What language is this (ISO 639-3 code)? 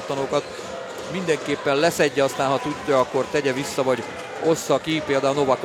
hun